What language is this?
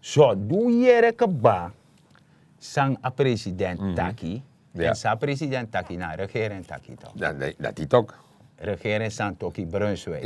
Sranan Tongo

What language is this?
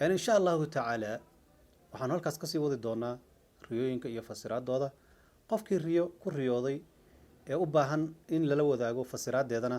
Somali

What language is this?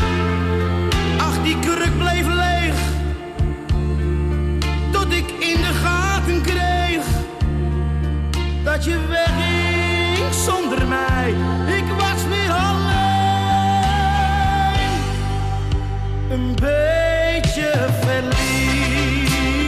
Dutch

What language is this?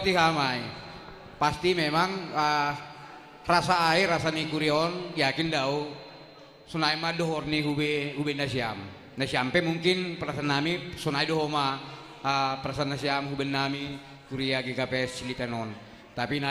Batak Simalungun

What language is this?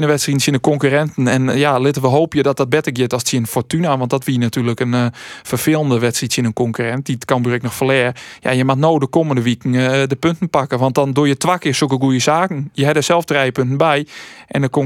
Western Frisian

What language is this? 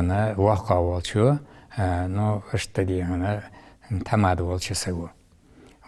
Ingush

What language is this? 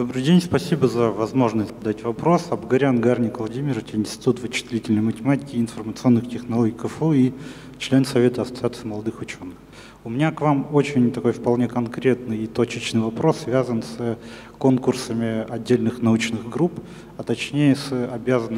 Russian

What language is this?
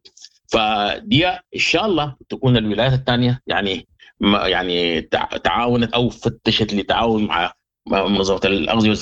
Sudanese Arabic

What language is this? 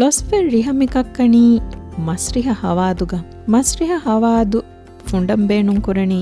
Divehi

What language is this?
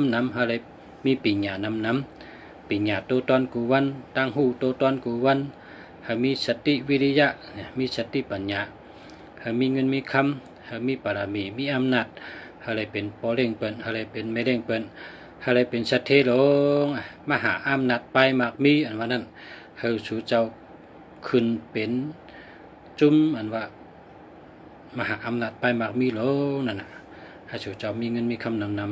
Shan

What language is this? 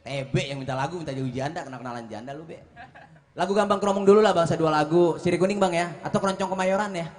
Betawi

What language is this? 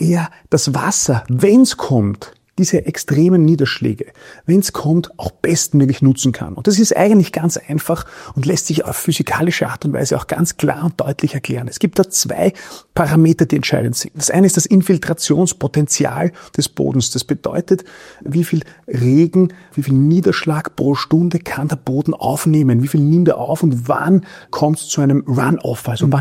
German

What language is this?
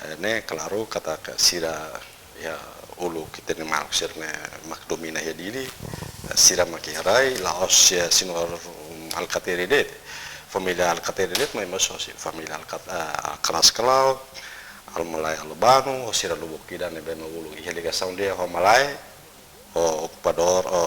Tetum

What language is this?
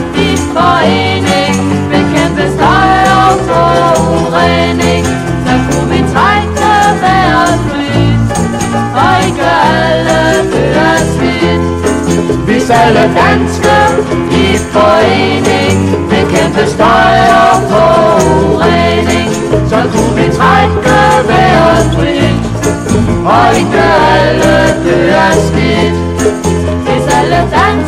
Danish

